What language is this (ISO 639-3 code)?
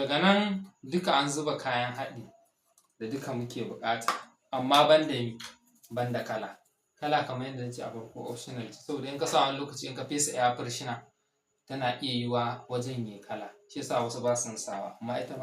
hau